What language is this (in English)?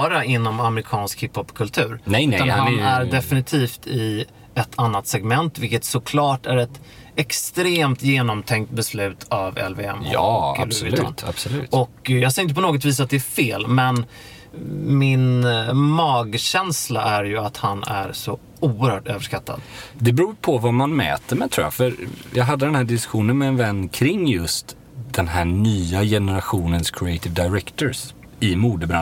Swedish